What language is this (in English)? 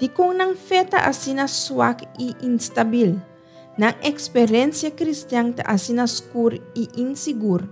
Papiamento